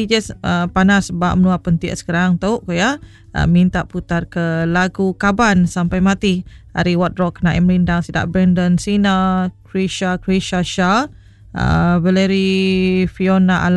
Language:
Iban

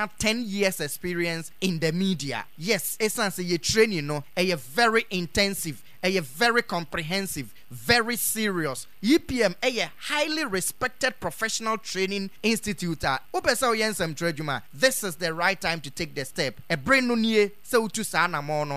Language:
Akan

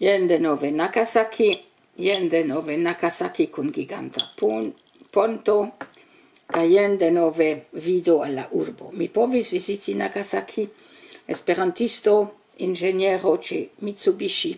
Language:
Esperanto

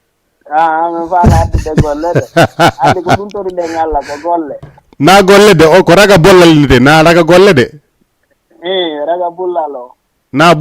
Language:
Fula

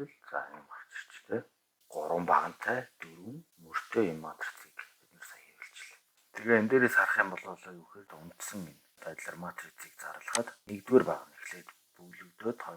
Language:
Mongolian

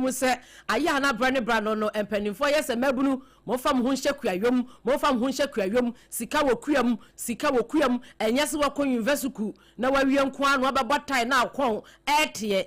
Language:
Akan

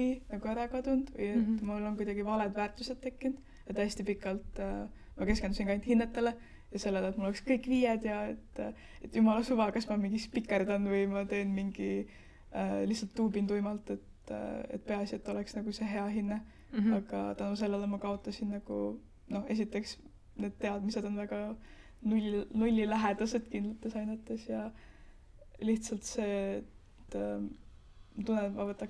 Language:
Estonian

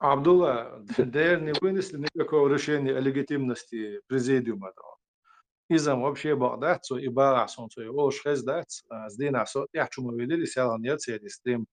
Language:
Chechen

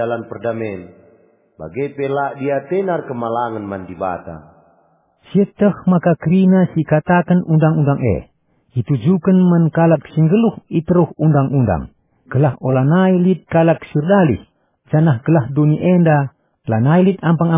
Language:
Batak Karo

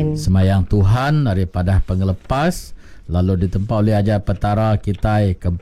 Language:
Iban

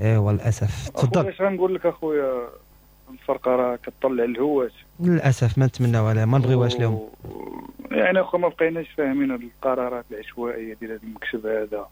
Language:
Moroccan Arabic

